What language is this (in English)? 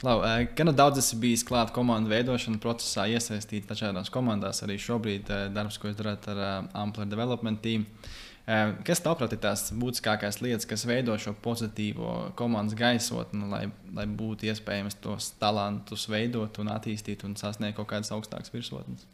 Latvian